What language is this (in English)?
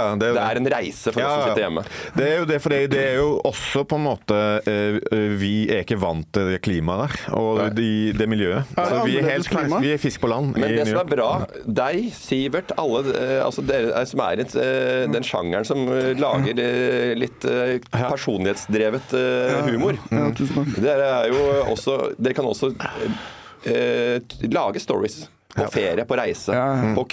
Norwegian